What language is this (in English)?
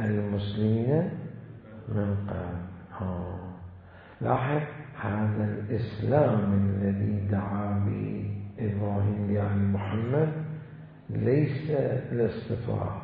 Mesopotamian Arabic